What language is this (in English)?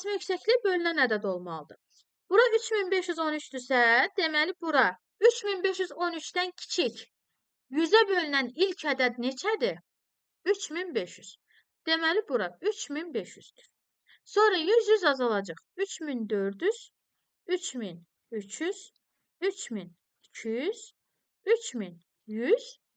Azerbaijani